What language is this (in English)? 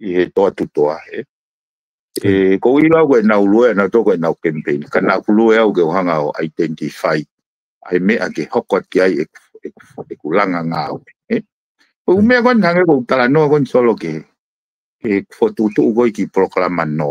Tongan